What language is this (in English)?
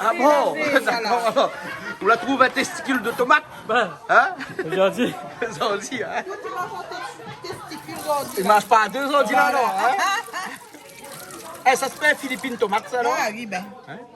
Réunion Creole French